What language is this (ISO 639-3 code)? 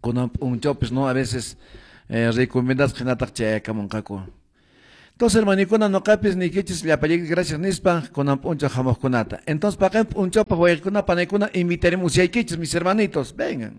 que